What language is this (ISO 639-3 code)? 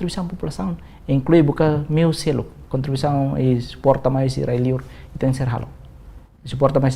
tet